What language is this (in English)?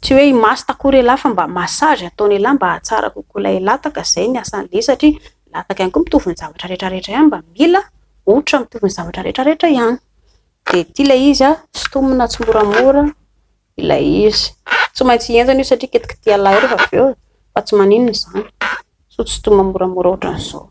Malagasy